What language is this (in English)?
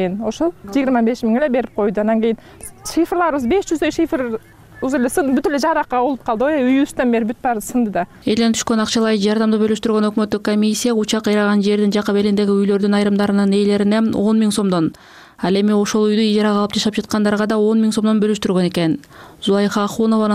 Kyrgyz